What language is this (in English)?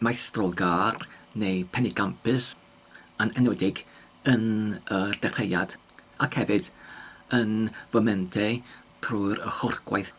Welsh